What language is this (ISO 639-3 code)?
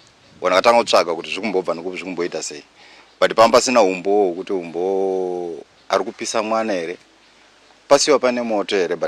sna